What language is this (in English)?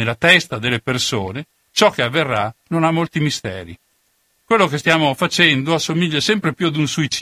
Italian